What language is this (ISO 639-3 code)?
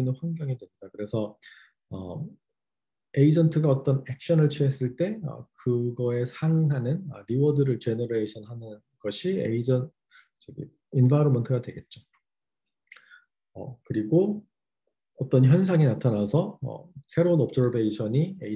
kor